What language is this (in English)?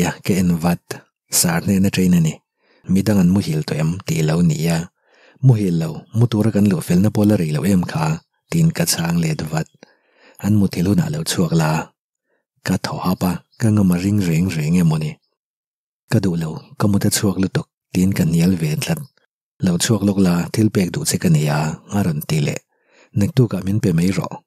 Mizo